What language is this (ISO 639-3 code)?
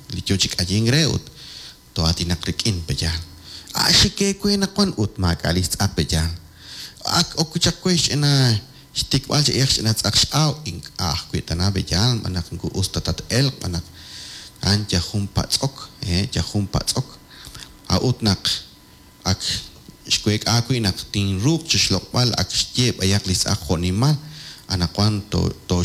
kek